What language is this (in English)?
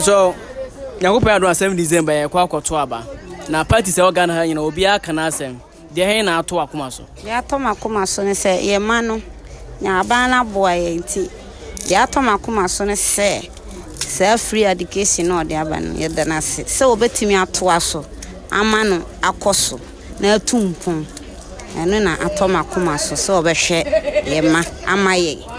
Akan